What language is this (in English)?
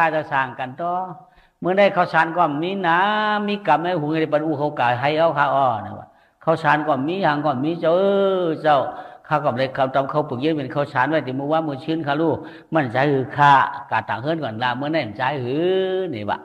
Shan